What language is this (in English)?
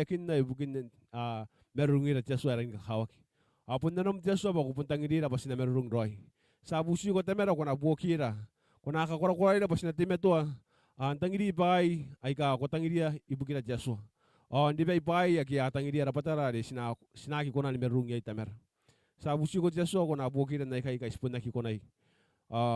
Gilbertese